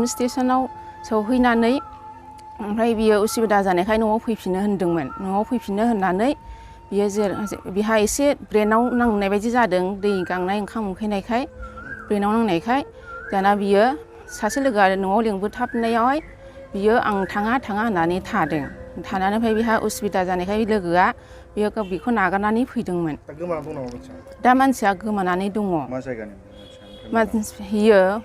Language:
Bodo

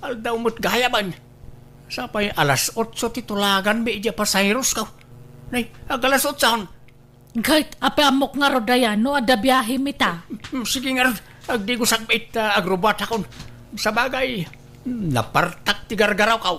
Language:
Iloko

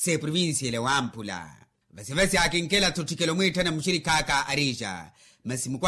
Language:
Makhuwa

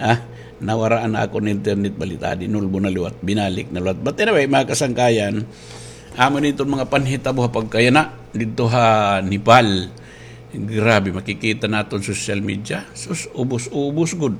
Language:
Waray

